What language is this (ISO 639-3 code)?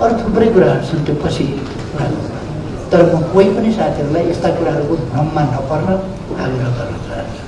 nep